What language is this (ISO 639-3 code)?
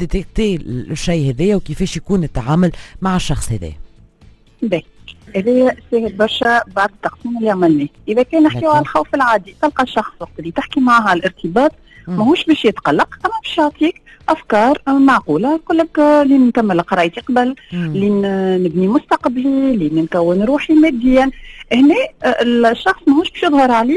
aeb